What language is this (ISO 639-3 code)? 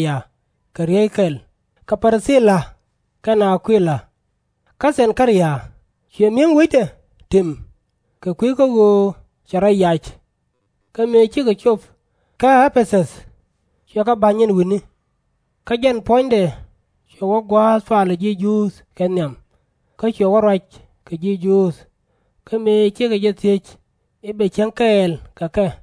nus